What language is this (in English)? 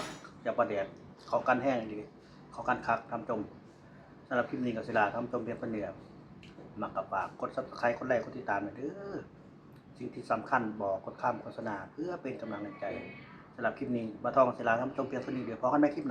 Northeastern Thai